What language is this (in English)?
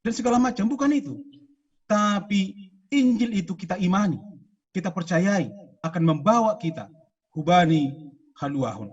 Batak Simalungun